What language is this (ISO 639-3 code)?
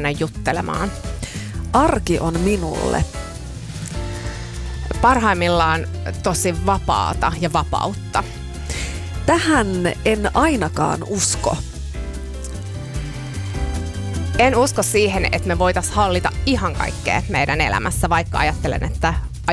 fin